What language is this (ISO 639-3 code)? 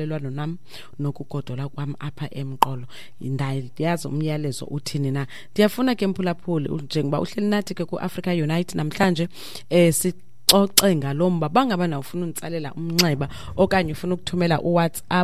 xho